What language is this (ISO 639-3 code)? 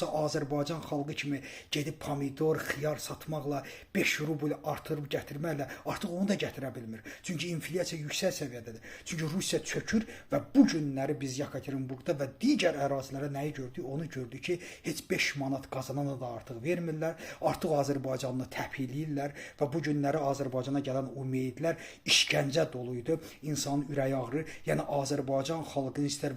aze